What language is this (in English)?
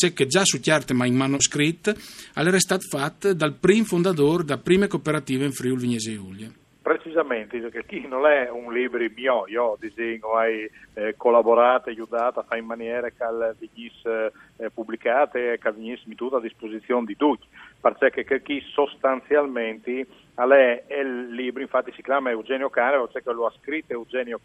Friulian